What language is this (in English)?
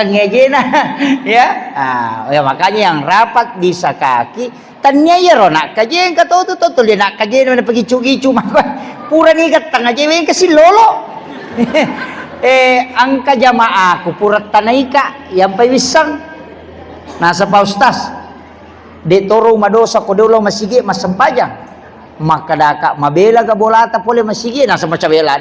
Buginese